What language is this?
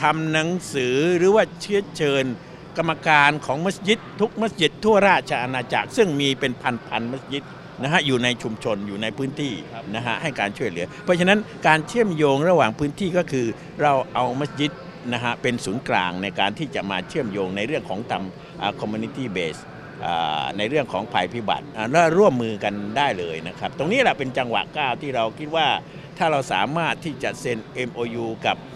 Thai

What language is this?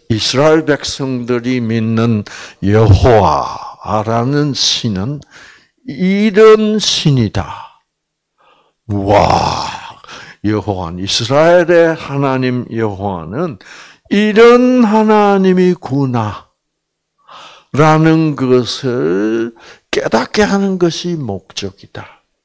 Korean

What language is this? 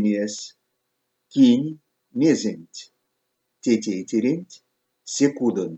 Erzya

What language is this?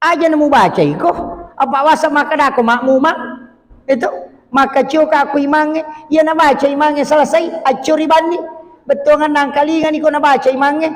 Buginese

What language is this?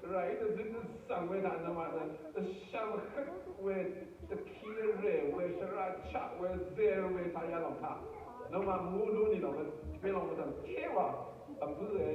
Rawang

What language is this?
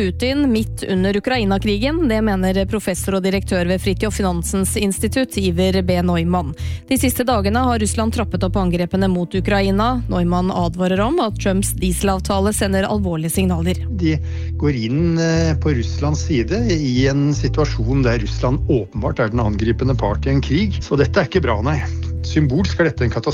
Norwegian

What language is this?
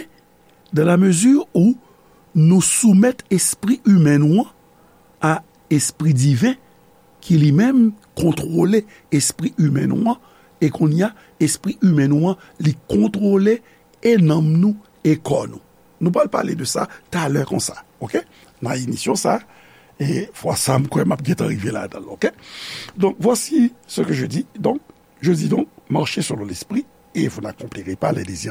Haitian Creole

